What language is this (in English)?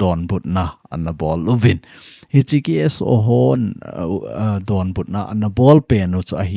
Thado Chin